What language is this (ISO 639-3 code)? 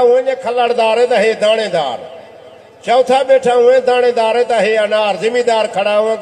skr